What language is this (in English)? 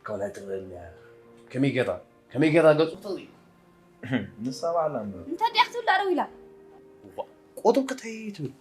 Tigrinya